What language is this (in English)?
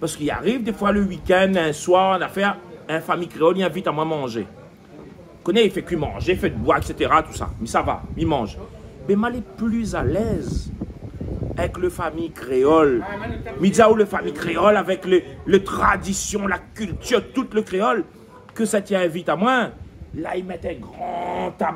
Réunion Creole French